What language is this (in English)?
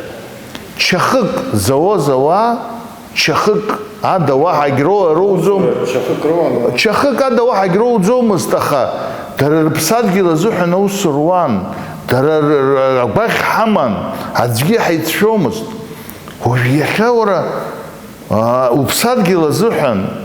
Abkhazian